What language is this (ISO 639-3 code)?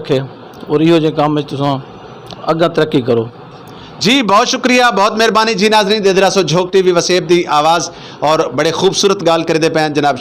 skr